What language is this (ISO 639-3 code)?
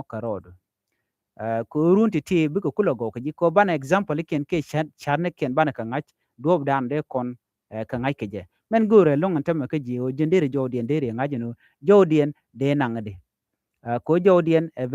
nus